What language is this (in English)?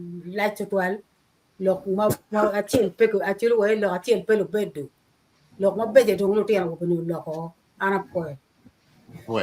Acoli